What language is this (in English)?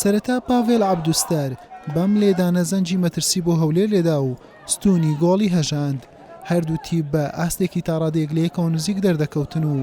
Central Kurdish